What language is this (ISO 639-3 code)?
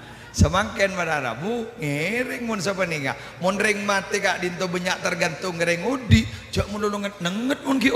mad